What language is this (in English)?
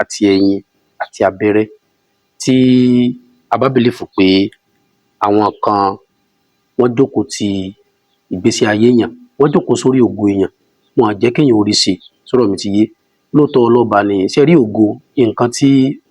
Yoruba